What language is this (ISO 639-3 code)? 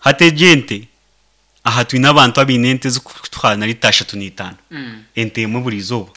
nyn